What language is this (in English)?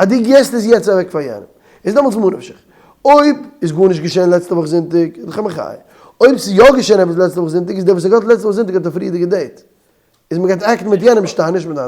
Yiddish